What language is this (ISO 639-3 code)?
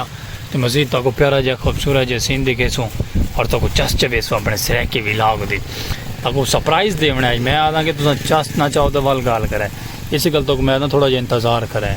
skr